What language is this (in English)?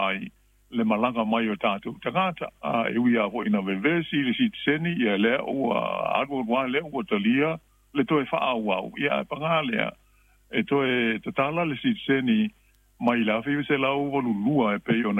Samoan